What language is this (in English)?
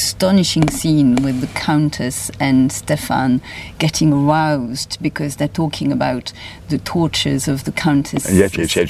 English